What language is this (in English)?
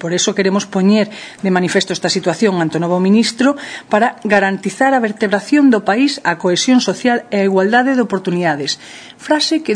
Galician